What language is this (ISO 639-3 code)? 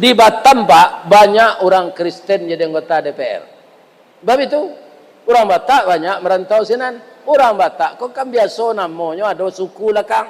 min